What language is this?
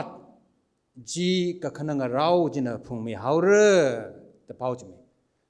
Tangkhul Naga (India)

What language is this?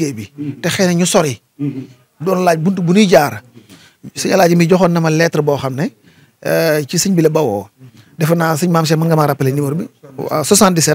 Wolof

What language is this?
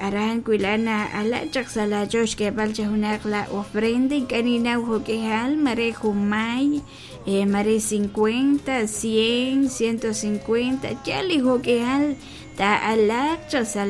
Kekchí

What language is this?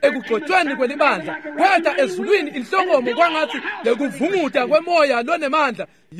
Swati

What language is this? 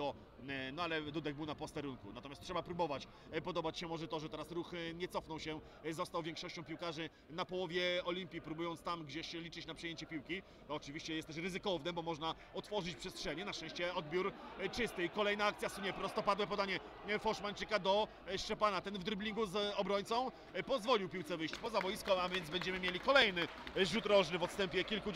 Polish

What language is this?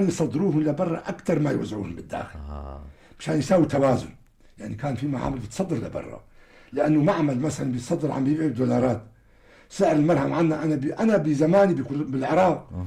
North Levantine Arabic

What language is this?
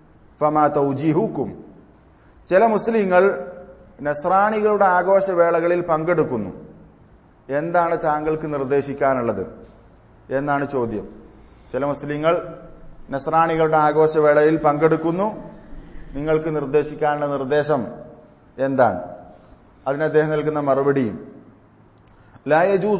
Malayalam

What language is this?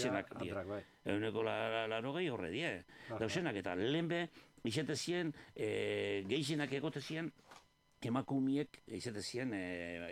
Basque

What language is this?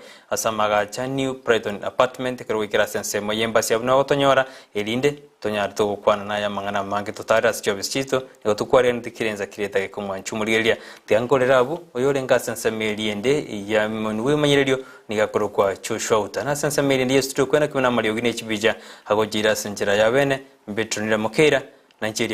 Gusii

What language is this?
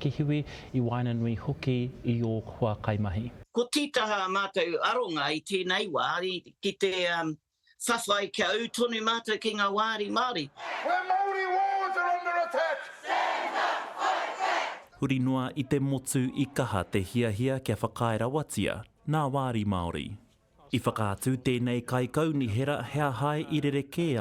Māori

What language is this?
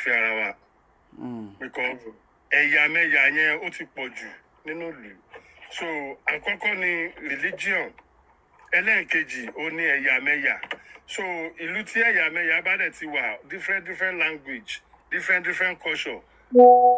Yoruba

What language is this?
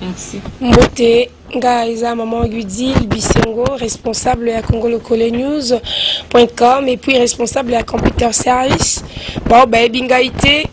Lingala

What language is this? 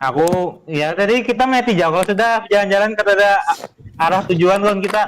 Banjar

